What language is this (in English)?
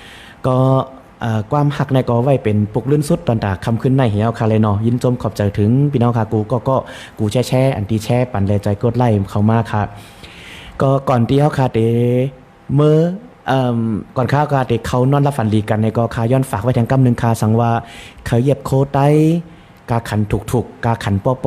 Shan